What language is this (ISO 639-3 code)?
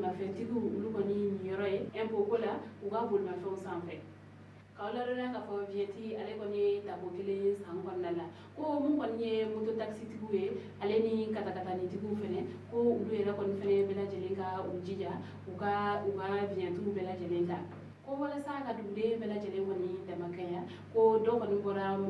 bam